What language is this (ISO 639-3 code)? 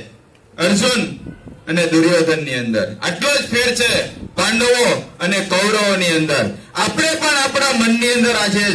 guj